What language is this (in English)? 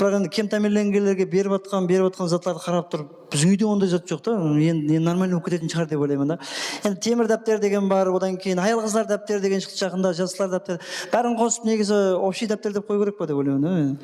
Kara-Kalpak